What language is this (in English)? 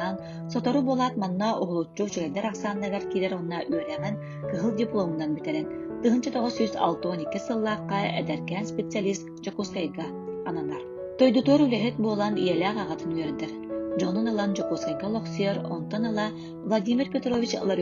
Yakut